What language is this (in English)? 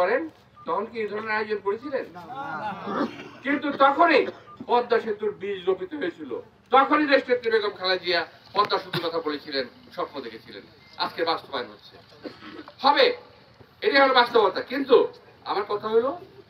Bangla